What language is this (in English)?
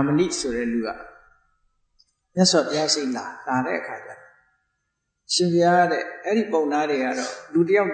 Burmese